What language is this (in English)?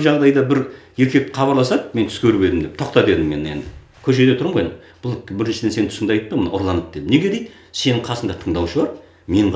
Kazakh